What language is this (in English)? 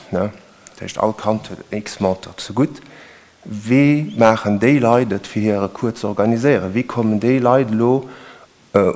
Luxembourgish